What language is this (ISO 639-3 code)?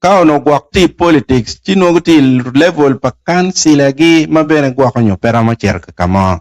ach